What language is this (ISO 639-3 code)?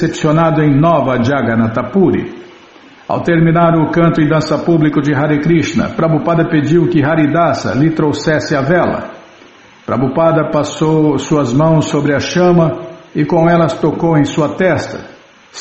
por